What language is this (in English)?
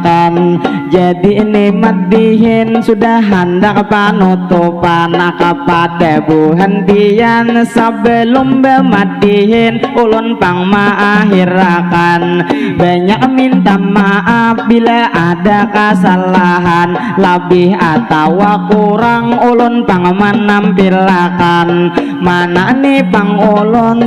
Banjar